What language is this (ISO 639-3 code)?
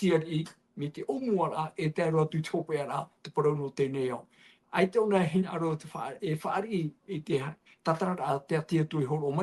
tah